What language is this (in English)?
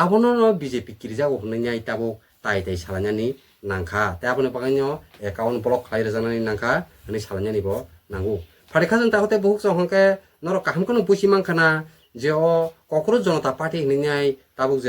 Kok Borok